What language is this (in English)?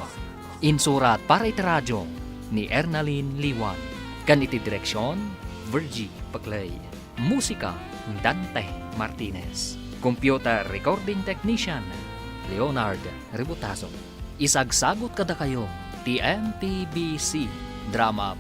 Iloko